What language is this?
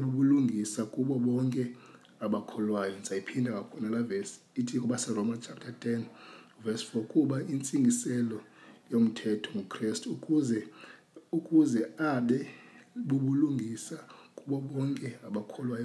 Xhosa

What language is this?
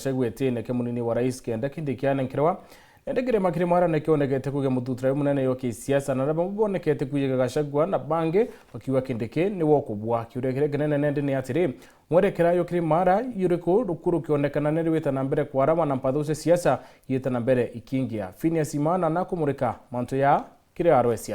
Meru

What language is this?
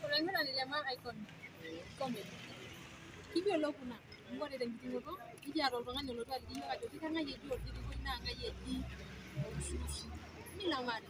Masai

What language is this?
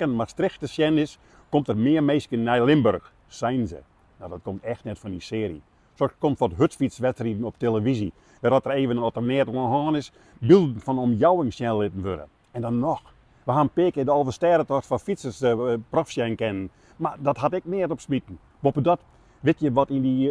Western Frisian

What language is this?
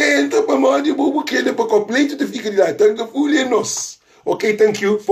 Kabuverdianu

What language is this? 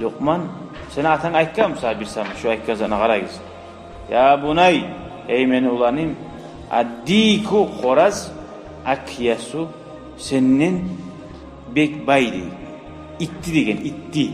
Kumyk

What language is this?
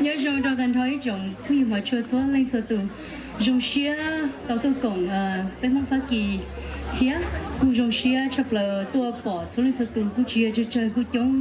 Hmong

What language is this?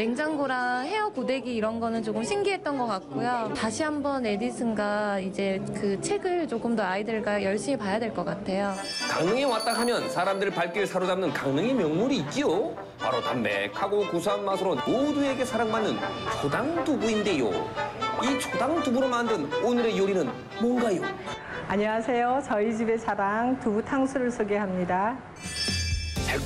Korean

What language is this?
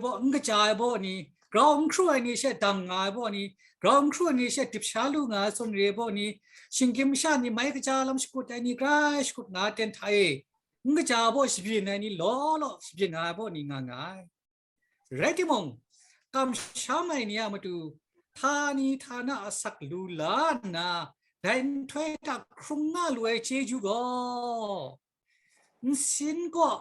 Kachin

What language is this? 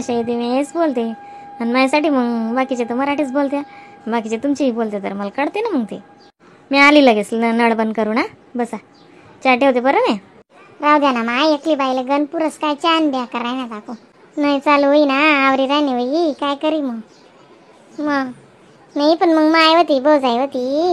Khandesi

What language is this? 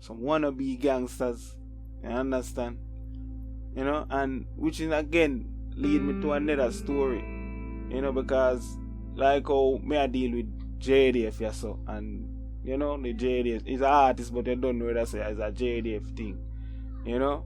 Jamaican Creole English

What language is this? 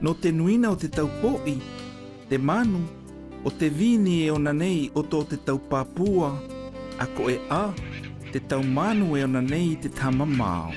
South Marquesan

